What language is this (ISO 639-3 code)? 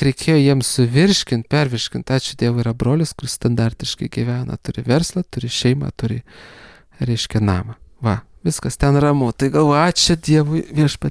lit